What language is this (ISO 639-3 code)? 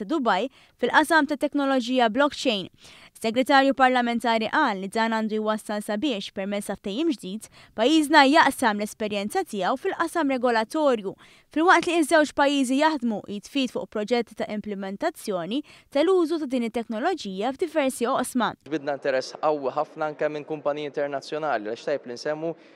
mlt